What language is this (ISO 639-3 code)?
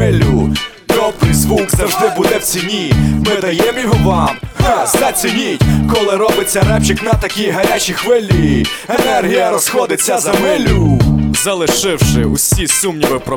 ukr